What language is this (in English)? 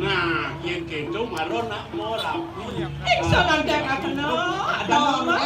Balinese